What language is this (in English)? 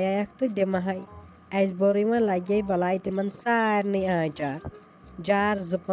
Kashmiri